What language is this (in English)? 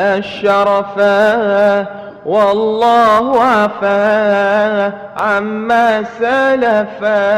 Madurese